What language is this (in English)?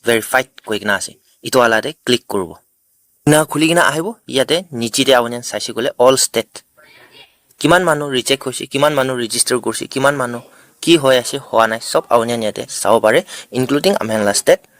Naga Pidgin